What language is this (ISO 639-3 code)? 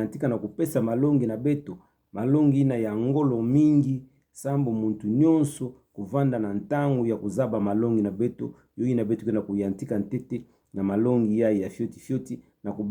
ktu